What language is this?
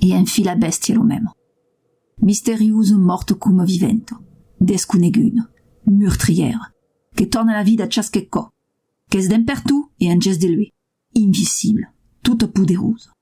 Occitan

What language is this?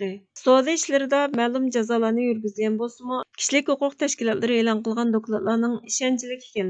Uyghur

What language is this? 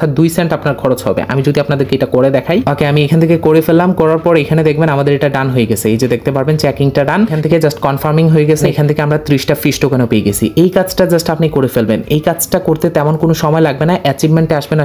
Bangla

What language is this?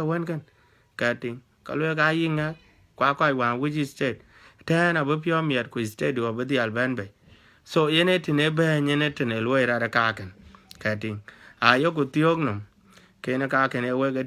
Dinka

